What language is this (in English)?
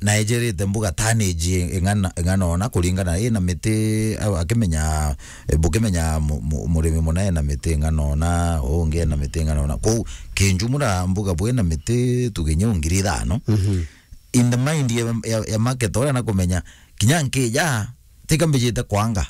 Meru